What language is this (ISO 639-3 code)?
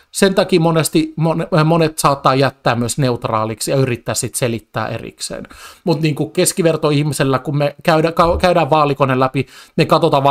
fin